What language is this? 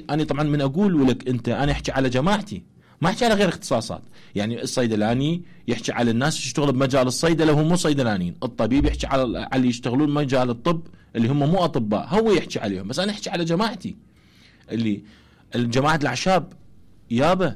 Mesopotamian Arabic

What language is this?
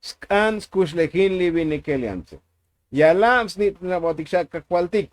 Tzotzil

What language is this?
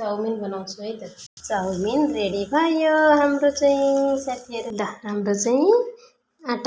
Nepali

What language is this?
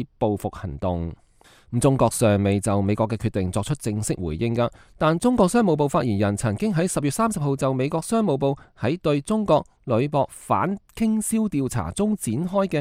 Cantonese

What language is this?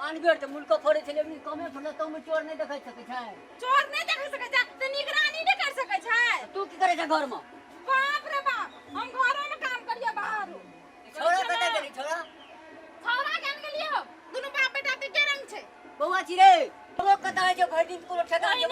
Maithili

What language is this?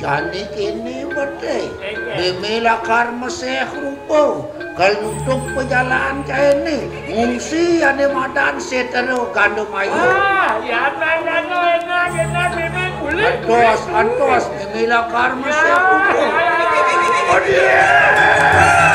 Balinese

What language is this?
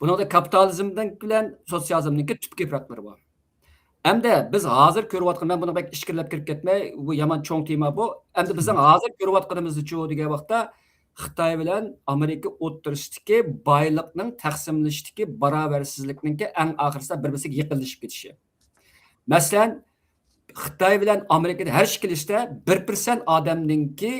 Uyghur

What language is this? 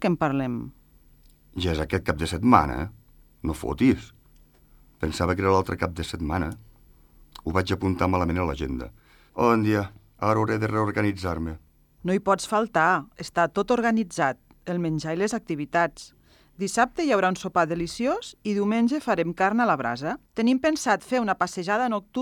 Catalan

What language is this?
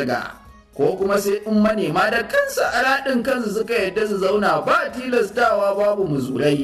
Hausa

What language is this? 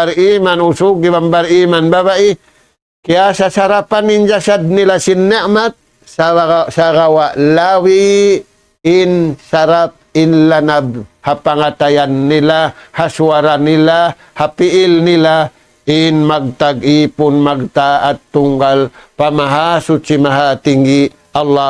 Tausug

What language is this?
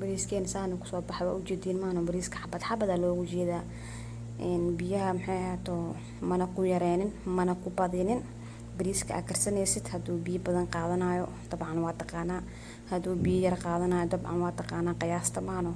Somali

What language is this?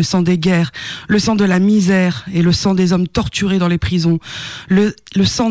French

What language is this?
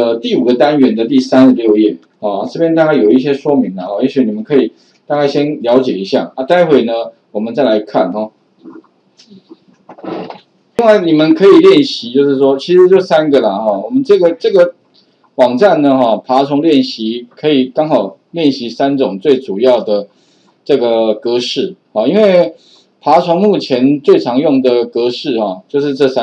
Chinese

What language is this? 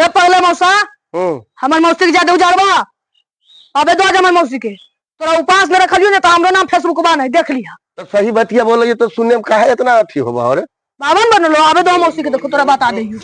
Magahi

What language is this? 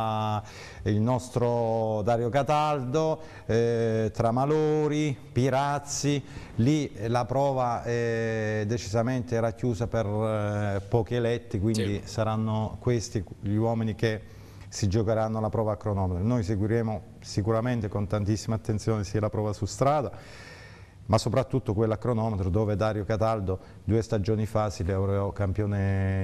Italian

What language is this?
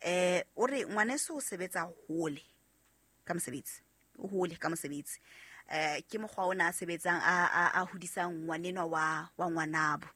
Southern Sotho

